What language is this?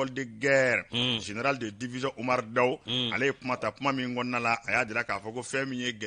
Bambara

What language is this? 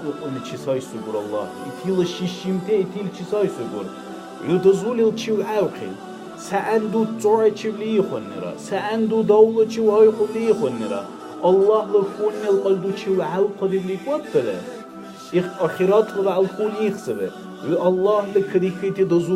Dargwa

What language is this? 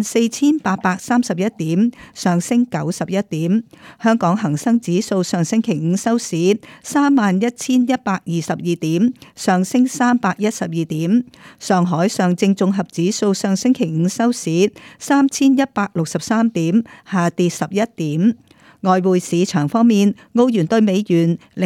Cantonese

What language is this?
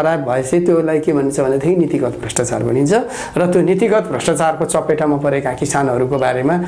Nepali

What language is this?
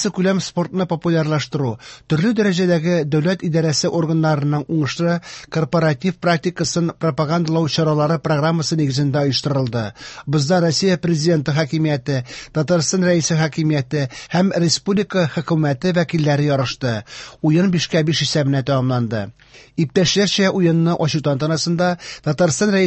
Tatar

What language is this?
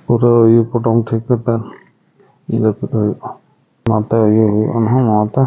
Santali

